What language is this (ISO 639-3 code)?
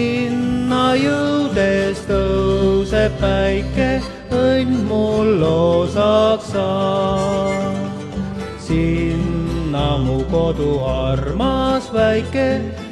est